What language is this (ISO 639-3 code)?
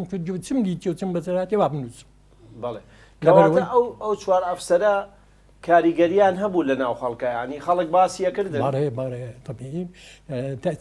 ckb